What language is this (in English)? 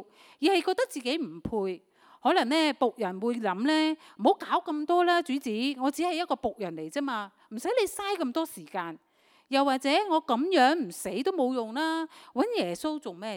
Cantonese